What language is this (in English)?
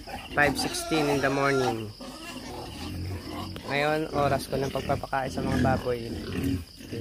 Filipino